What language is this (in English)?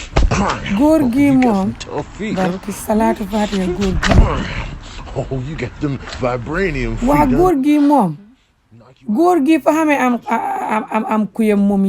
Wolof